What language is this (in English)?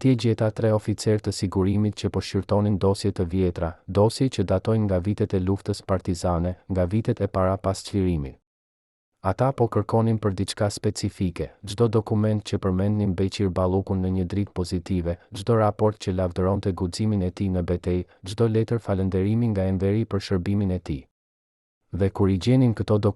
Albanian